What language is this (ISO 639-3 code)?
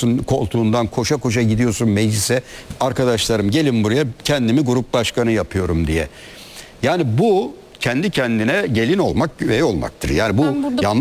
tur